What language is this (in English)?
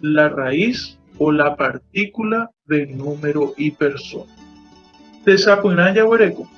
Guarani